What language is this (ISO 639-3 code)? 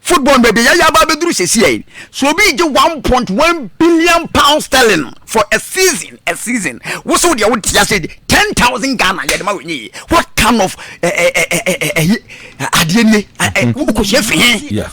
aka